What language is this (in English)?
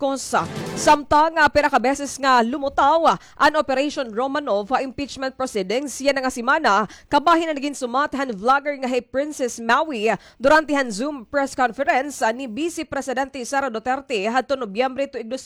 Waray